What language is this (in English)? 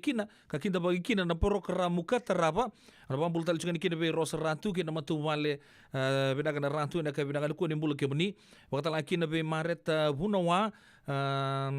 Fijian